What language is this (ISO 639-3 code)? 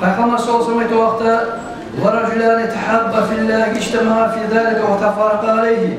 kum